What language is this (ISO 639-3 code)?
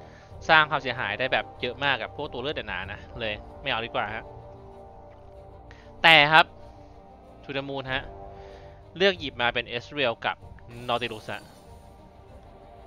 tha